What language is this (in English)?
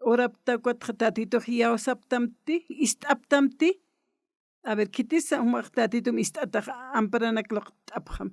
Aymara